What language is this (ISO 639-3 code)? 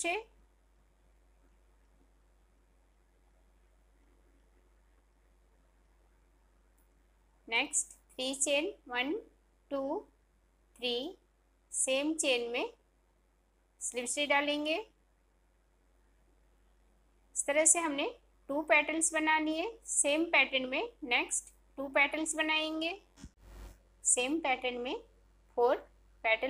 hin